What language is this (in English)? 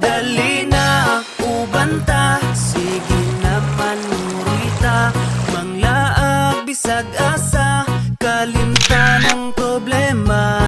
Cebuano